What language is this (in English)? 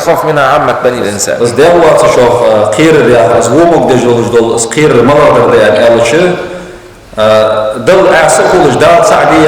Ingush